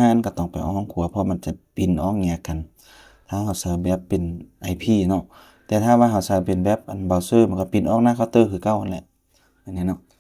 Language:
Lao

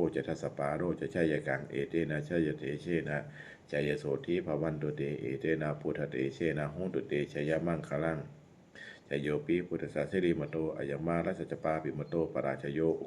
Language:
Pali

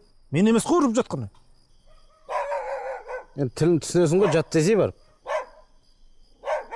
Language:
Kazakh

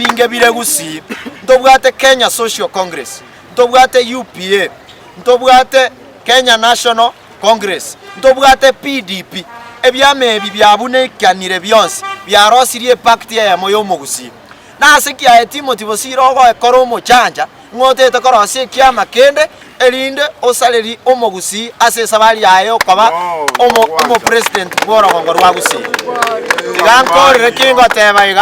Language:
Gusii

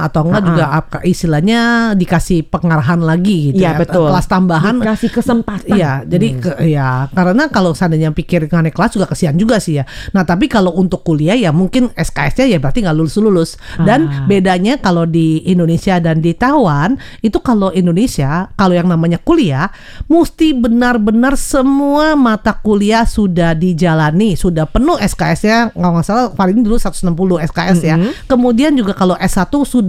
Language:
Indonesian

